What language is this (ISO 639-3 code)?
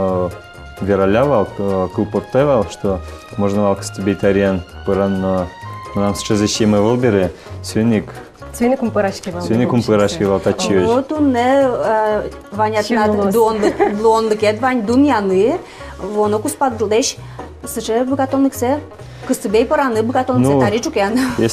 udm